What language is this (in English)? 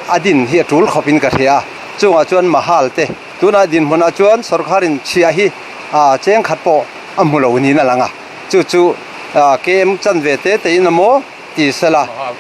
Mizo